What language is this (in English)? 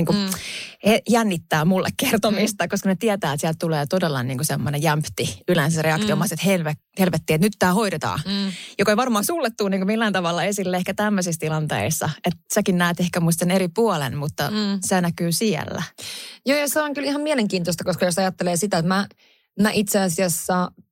Finnish